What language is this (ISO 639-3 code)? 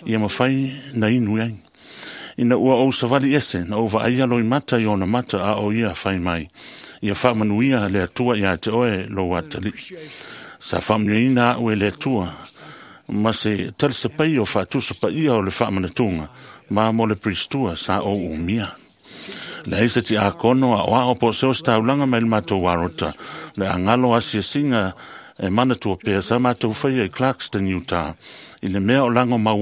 smo